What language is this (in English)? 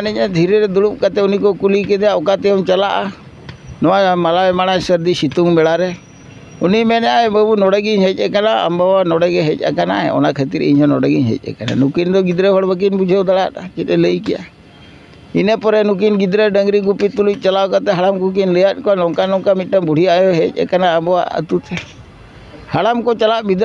Santali